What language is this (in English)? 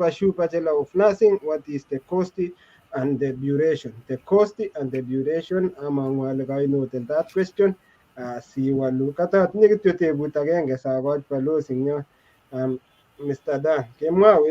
Kalenjin